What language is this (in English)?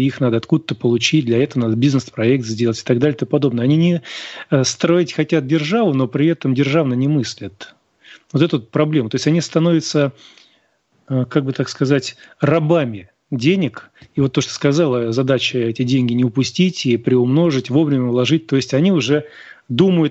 Russian